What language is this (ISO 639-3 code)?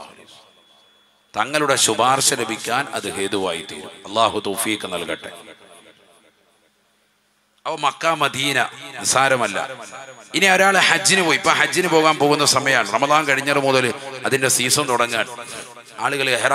mal